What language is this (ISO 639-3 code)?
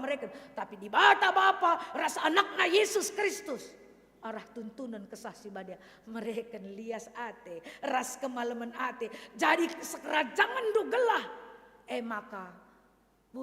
btx